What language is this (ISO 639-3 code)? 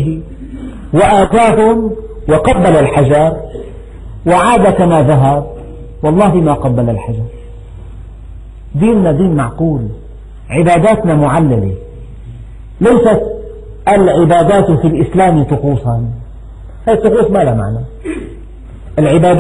ara